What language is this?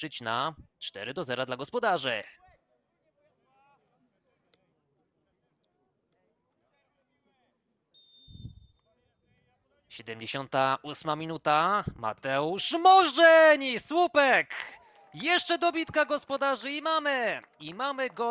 Polish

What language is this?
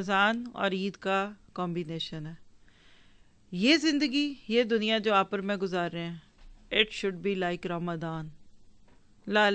Urdu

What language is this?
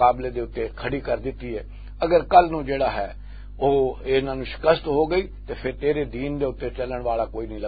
Western Panjabi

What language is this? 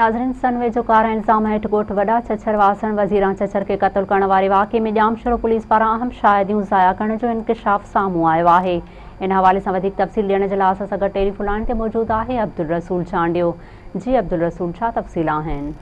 Sindhi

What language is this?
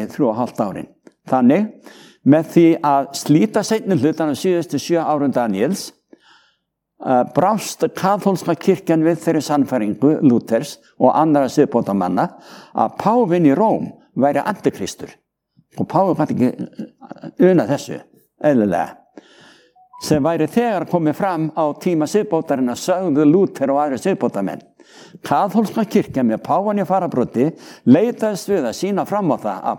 Icelandic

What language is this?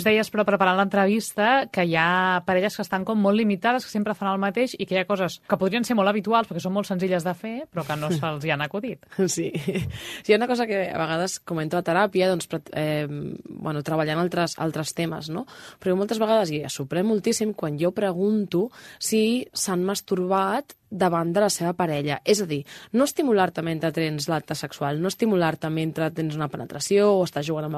Catalan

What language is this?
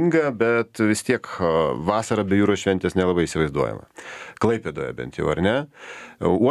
Lithuanian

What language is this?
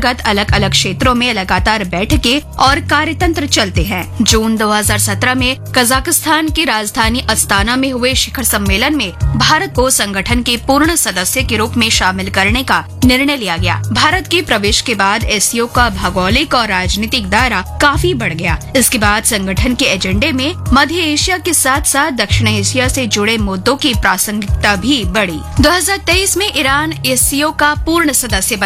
Hindi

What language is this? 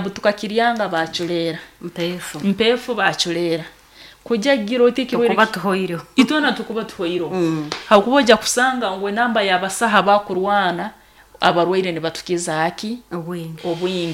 Nyoro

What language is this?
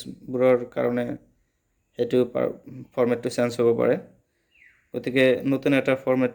Assamese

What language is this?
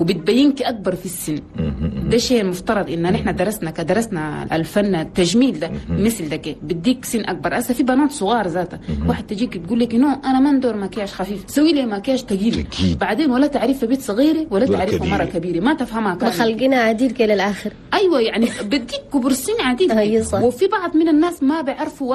Chadian Arabic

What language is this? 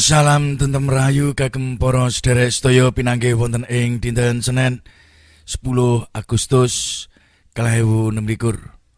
Javanese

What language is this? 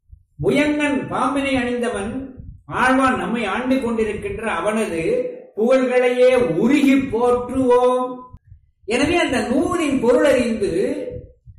Tamil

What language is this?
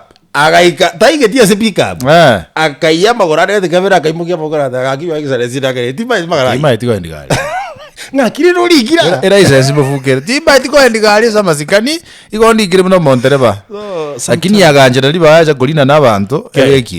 Gusii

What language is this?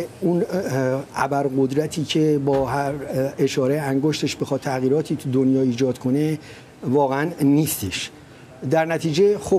Persian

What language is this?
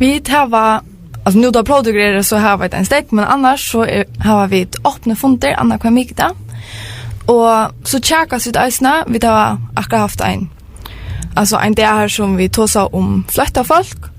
Faroese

